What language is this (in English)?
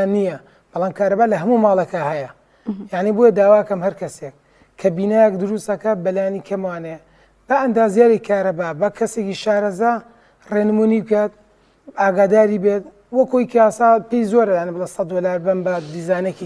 Central Kurdish